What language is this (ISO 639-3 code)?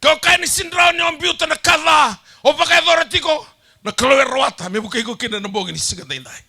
fij